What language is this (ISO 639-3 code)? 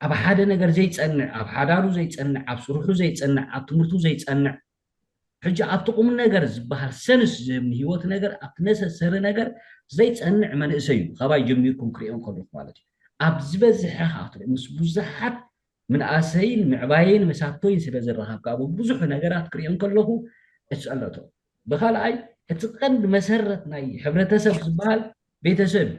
tir